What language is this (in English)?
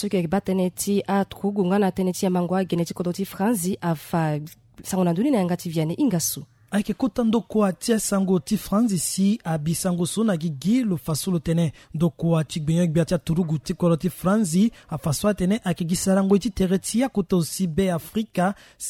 Sango